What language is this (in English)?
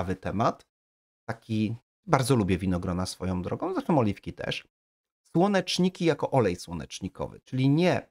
Polish